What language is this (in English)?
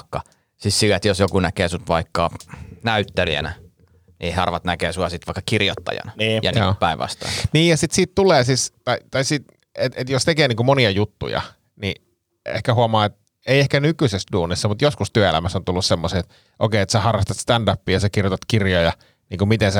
Finnish